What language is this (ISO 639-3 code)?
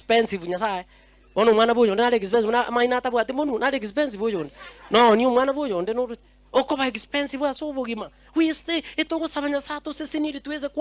guz